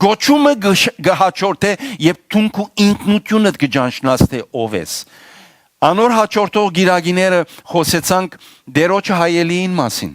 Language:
Western Armenian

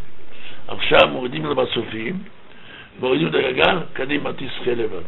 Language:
Hebrew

